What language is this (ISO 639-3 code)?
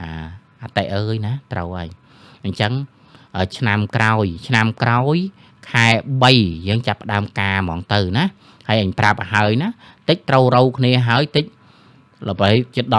khm